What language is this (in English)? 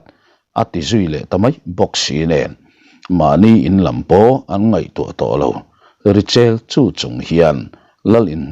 Mizo